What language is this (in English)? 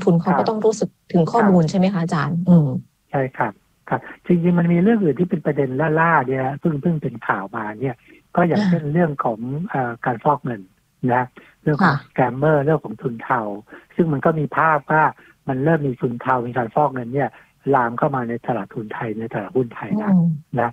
Thai